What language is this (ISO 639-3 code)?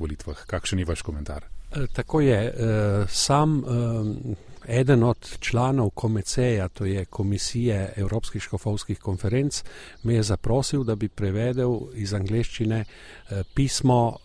slv